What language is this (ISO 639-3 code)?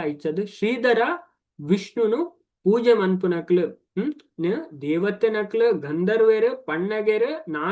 tcy